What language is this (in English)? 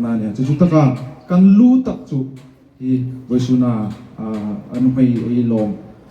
Hmar